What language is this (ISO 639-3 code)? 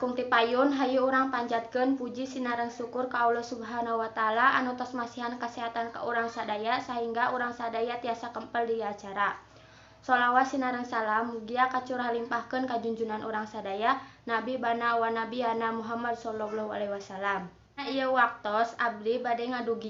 sun